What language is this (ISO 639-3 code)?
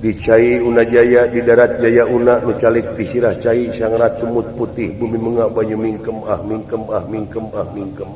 sun